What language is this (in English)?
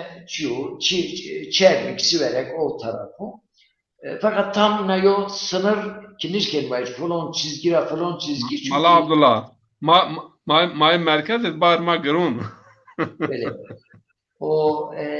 Zaza